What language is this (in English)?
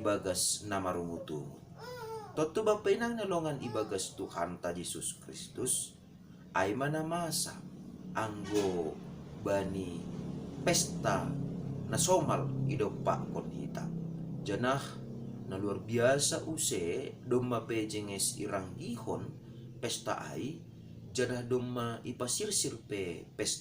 Batak Simalungun